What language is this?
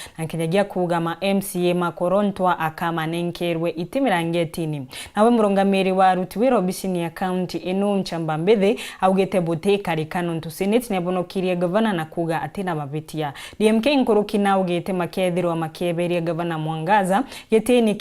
Meru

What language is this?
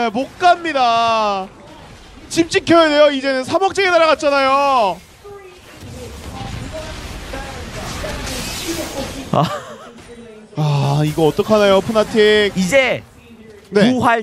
Korean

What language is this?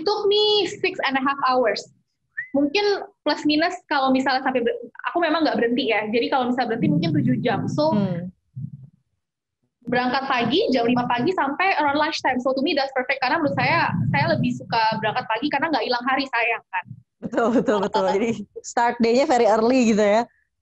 Indonesian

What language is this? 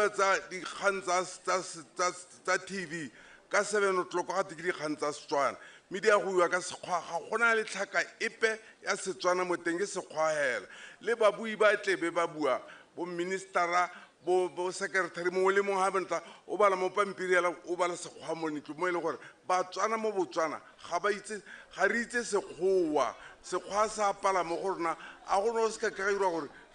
Tswana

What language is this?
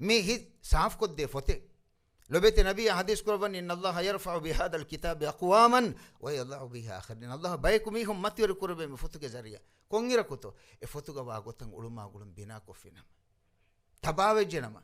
Divehi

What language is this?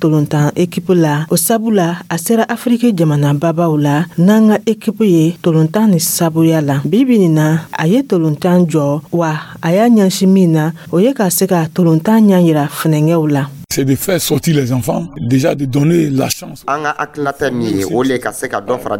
Dyula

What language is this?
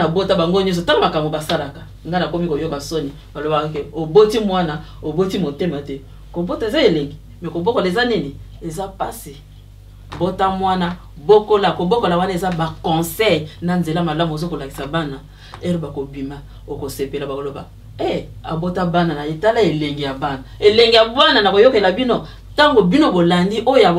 Lingala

